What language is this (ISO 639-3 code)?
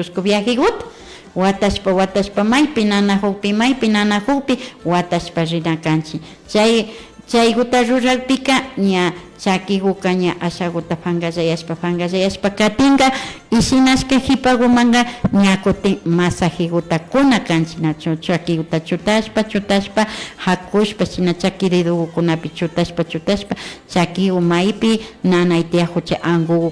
qvi